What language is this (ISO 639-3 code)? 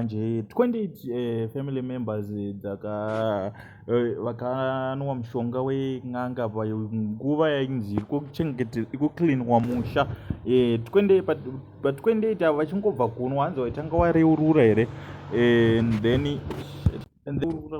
sna